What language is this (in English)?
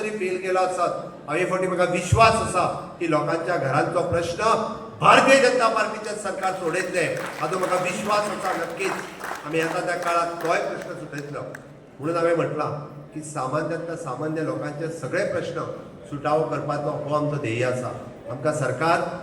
Konkani